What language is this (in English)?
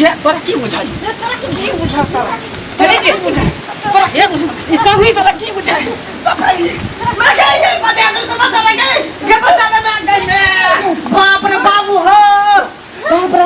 Maithili